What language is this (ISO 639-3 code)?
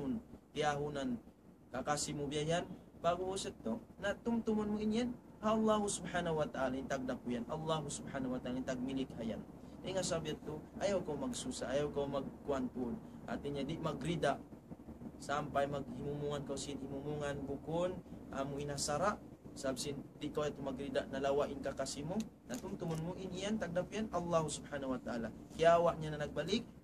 tsg